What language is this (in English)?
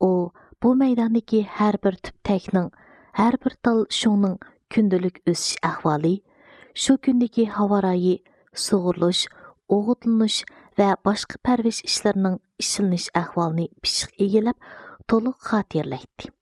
Uyghur